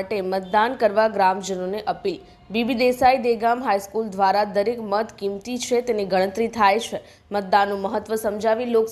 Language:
Gujarati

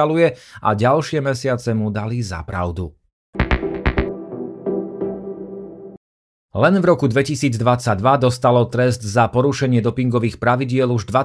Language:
Slovak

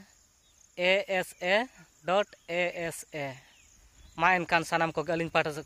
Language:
Santali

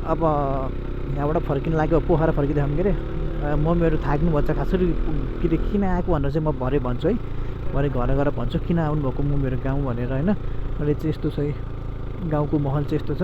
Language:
Nepali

